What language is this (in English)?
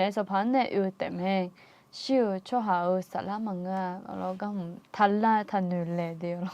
Akha